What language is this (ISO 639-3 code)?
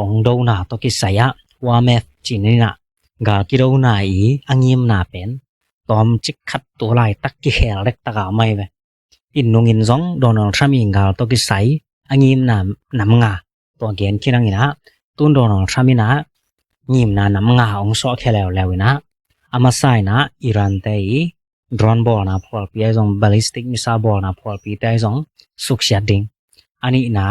ctd